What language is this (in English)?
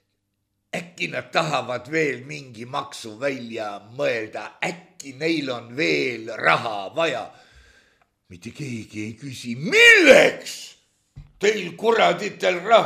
Estonian